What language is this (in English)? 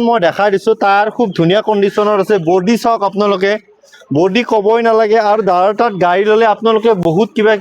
Assamese